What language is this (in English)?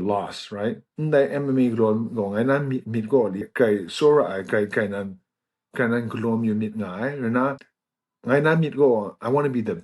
Kachin